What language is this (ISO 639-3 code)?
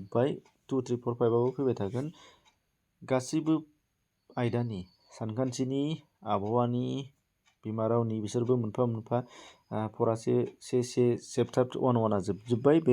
brx